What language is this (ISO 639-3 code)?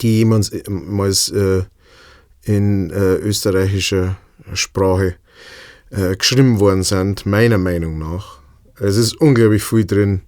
bar